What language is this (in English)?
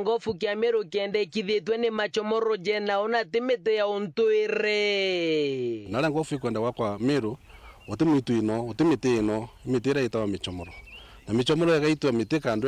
Meru